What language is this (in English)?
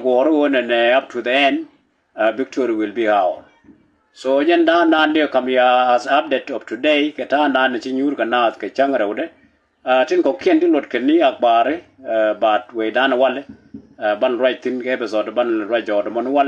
Nuer